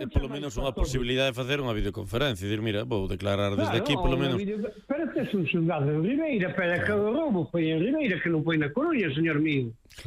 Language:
Galician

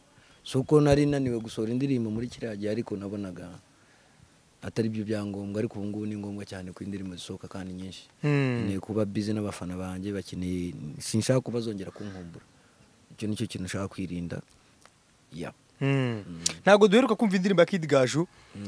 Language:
Kinyarwanda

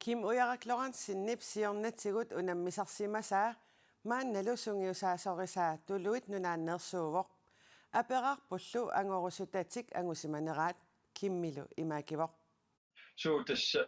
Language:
Kalaallisut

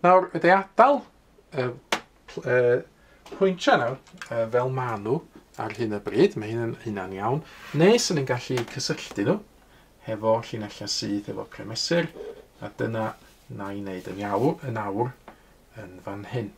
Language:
Welsh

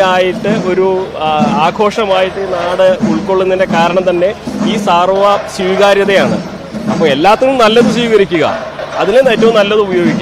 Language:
Malayalam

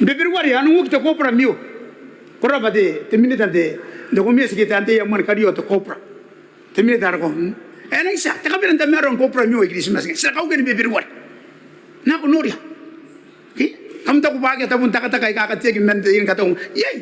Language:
Gilbertese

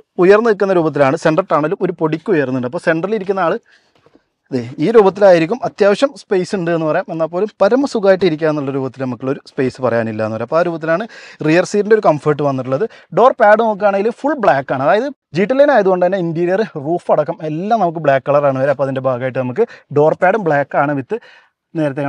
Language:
Malayalam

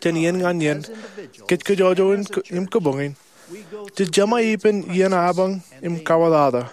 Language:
Marshallese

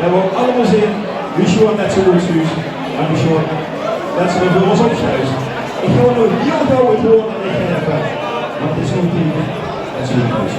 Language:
Limburgish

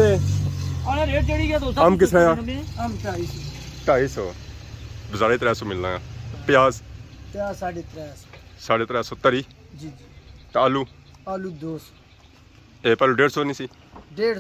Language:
Pahari-Potwari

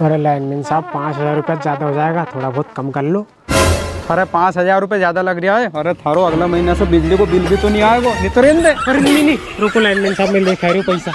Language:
Rajasthani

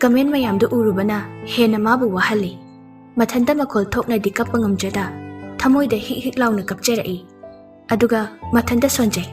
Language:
Manipuri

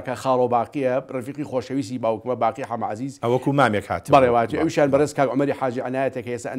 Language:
Central Kurdish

